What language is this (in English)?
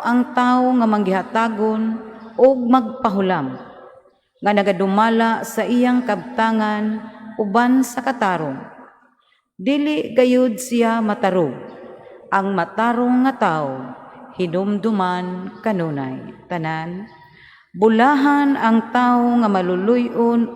Cebuano